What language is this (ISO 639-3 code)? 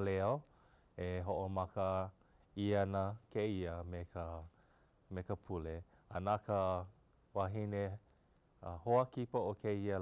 haw